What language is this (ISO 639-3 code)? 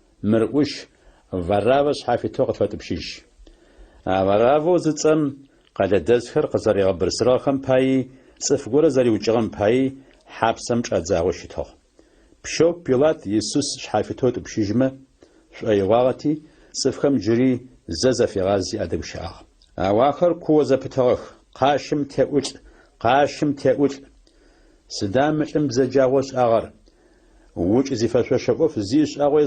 ady